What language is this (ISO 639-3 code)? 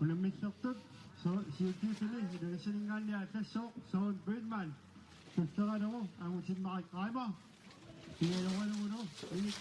kal